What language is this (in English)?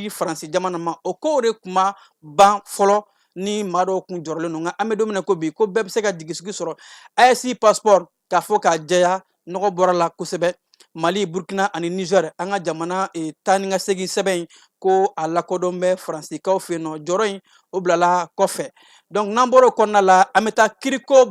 Bambara